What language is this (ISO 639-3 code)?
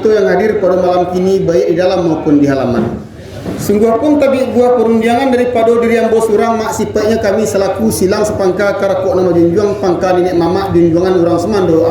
min